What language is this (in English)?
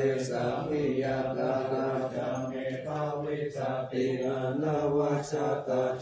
Pali